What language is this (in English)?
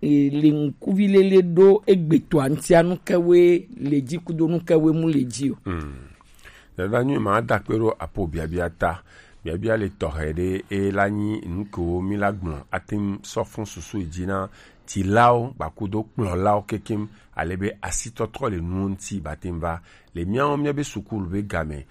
Gen